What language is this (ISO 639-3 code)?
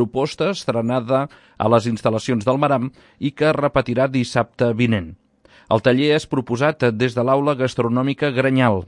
cat